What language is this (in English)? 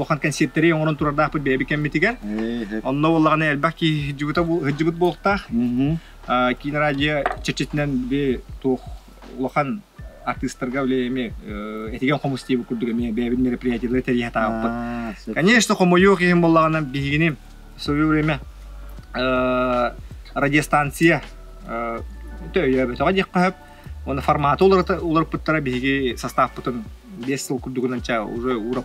Yakut